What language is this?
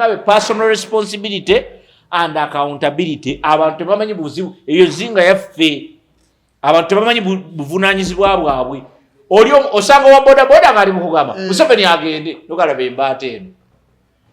Ganda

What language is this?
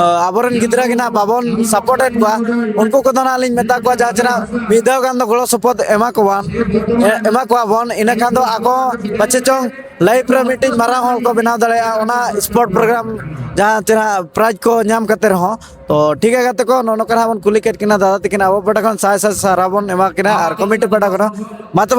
Santali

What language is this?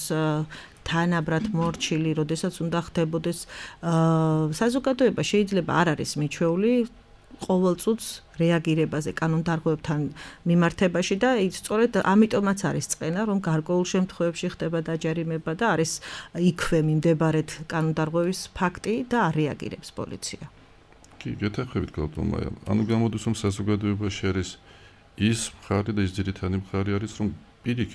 Georgian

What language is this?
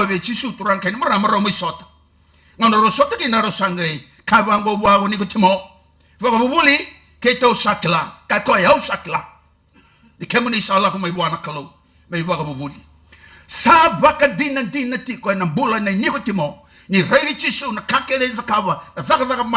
Fijian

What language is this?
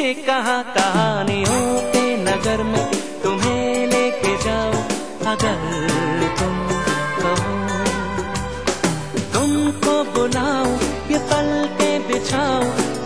Hindi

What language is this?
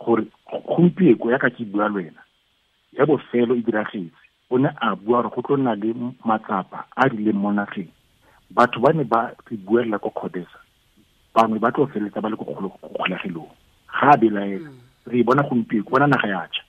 Tswana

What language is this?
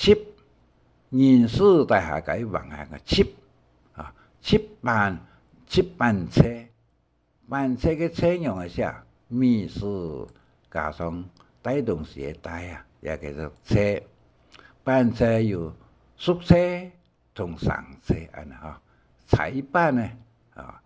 Hakka Chinese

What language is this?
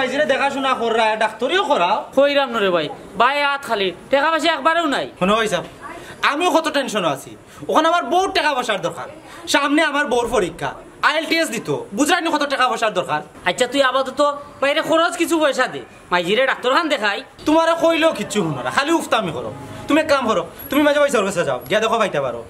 Sylheti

